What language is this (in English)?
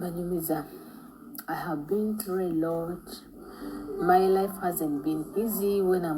Ganda